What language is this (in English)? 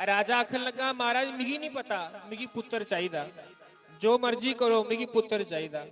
Dogri